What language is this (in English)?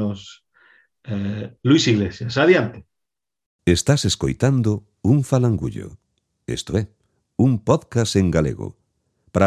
Galician